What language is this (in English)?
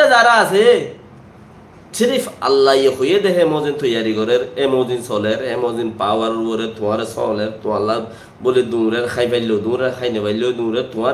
Rohingya